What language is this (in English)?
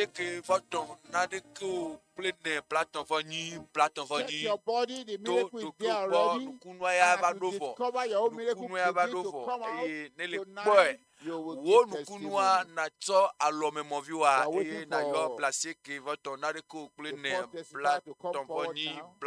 Ewe